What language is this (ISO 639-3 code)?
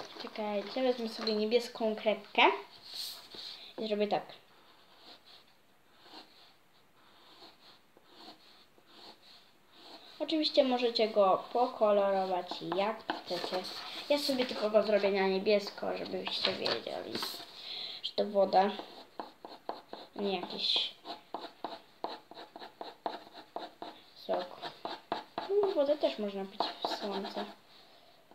pol